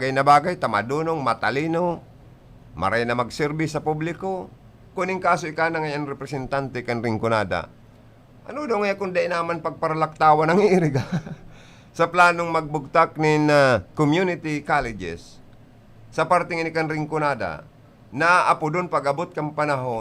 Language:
Bikol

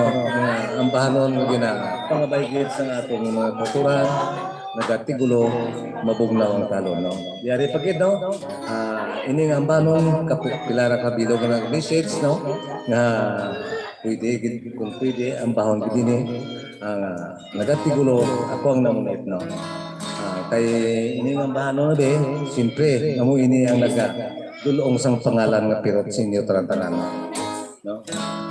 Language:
Hiligaynon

